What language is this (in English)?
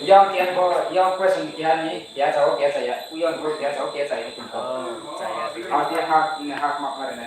Riang (India)